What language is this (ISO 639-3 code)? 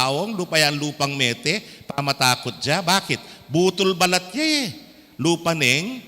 pam